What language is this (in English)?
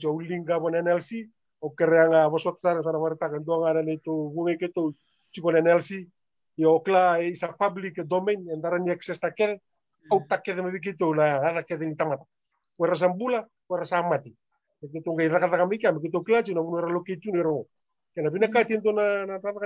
Fijian